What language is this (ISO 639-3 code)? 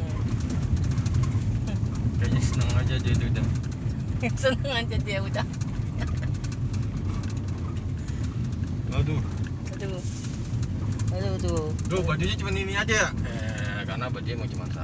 ind